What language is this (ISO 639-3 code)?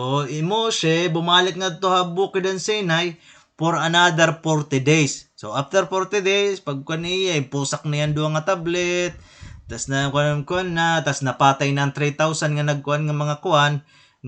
war